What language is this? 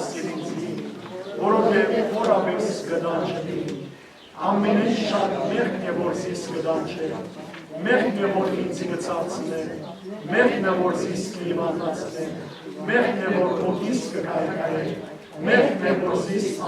Western Armenian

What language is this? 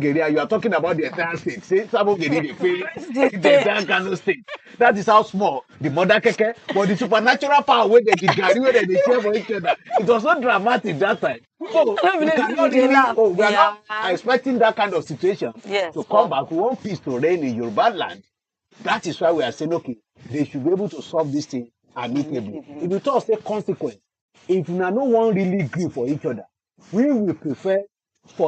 Nigerian Pidgin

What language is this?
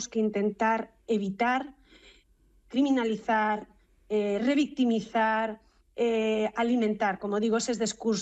Galician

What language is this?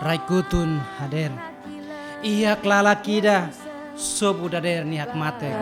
Tetum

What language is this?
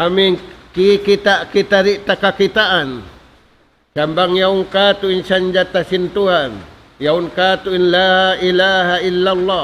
Tausug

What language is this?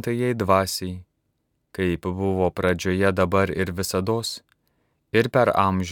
Lithuanian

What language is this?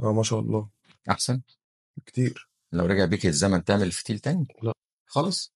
Egyptian Arabic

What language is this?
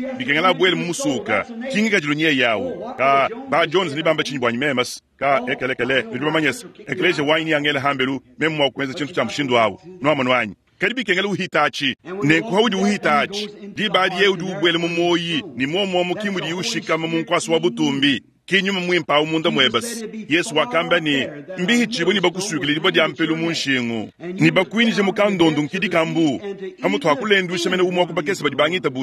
Luba-Lulua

